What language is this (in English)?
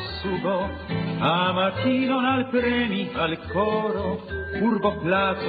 Esperanto